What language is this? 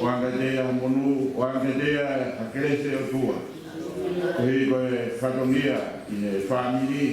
Tongan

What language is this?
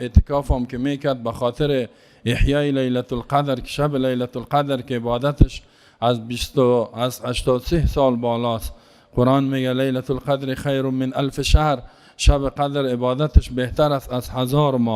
Persian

